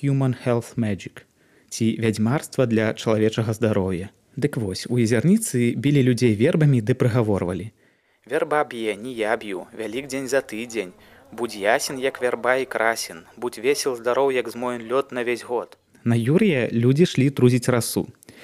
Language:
Belarusian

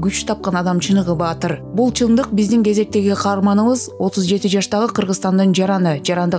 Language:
Kyrgyz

